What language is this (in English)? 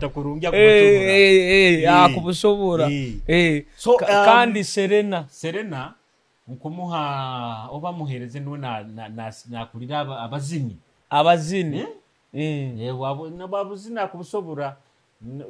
Nyoro